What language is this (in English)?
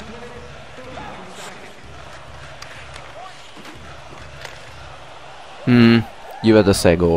Czech